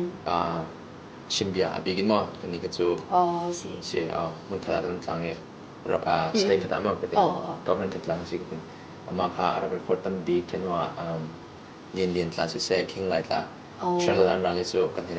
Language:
Falam Chin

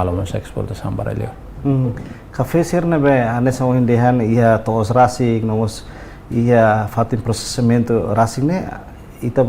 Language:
Tetum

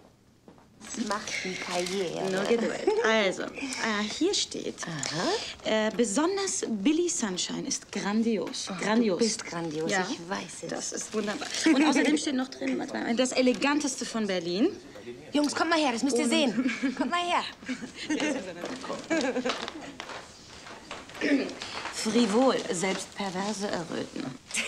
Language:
German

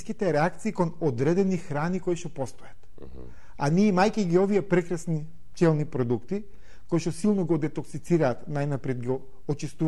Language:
Macedonian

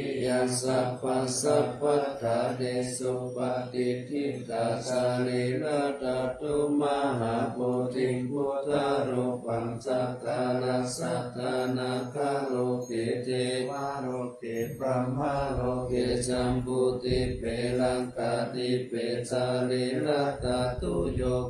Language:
Pali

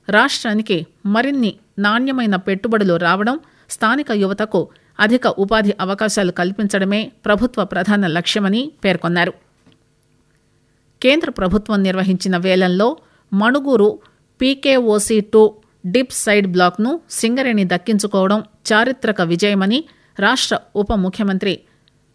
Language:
Telugu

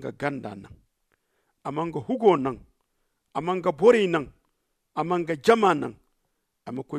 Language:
Zarma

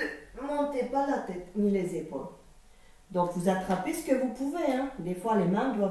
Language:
French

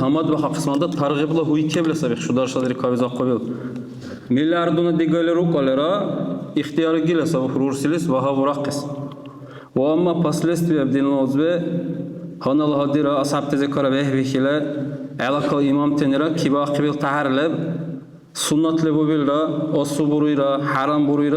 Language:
Dargwa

